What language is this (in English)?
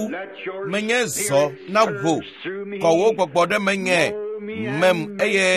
Ewe